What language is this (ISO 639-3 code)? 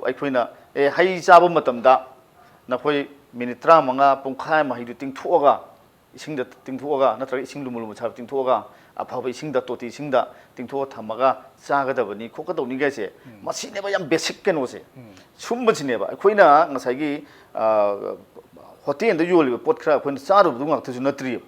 mni